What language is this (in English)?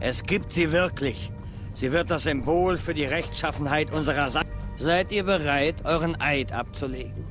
Swiss German